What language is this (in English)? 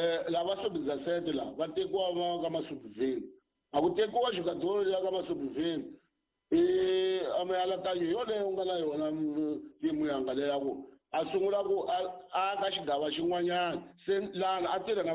Tsonga